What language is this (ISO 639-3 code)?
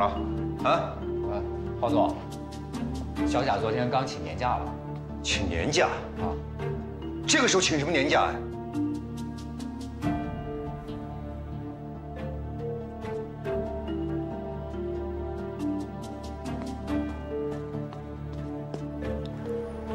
zho